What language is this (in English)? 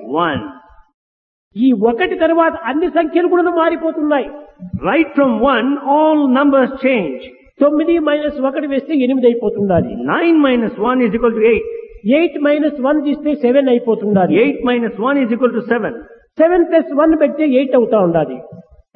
Telugu